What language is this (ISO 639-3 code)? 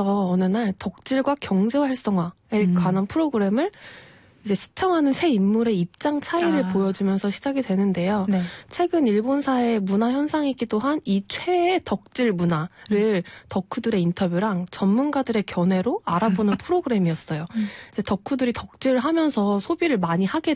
kor